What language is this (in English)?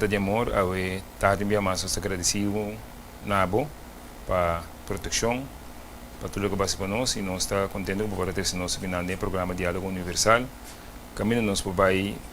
Papiamento